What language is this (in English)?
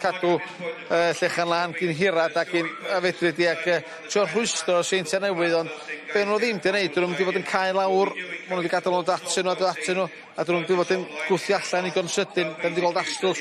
Welsh